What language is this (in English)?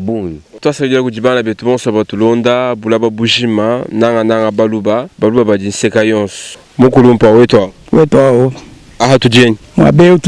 Luba-Lulua